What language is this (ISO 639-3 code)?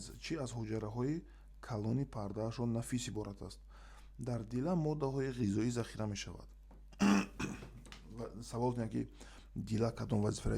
tgk